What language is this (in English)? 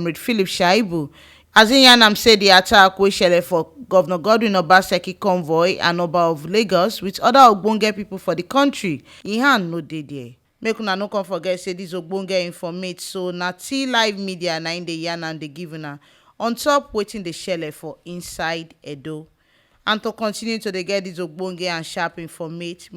Nigerian Pidgin